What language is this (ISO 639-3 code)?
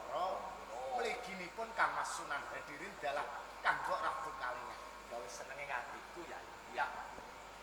jav